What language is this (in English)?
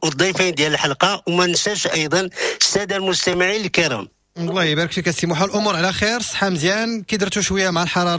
Moroccan Arabic